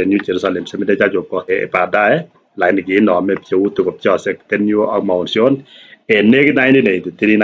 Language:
Kalenjin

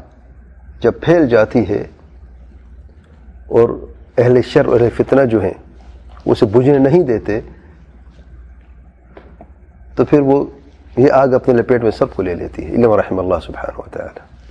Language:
Urdu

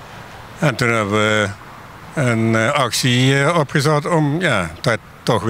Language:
Limburgish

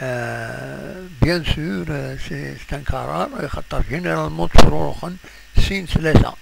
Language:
Kabyle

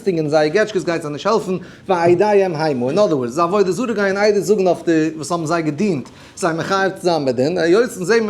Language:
Yiddish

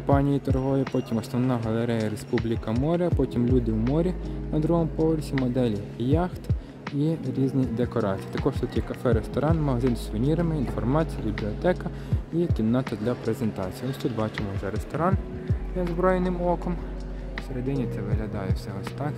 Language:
Ukrainian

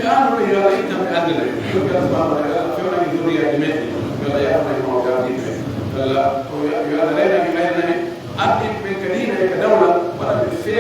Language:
Pular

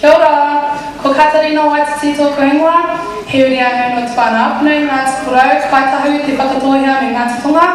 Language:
Māori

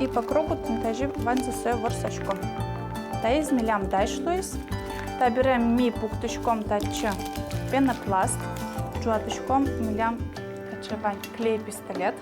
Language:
Udmurt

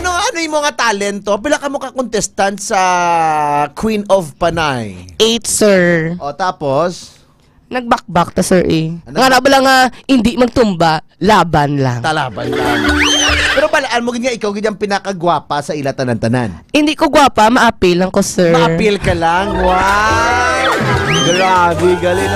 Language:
Hiligaynon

